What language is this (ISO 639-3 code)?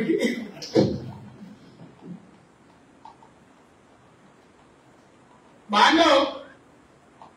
mar